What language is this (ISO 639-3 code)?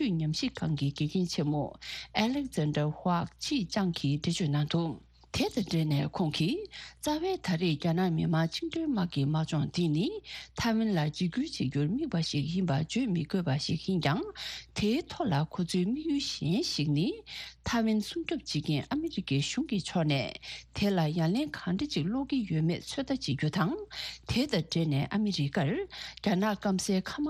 bod